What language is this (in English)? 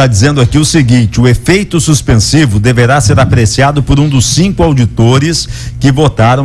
Portuguese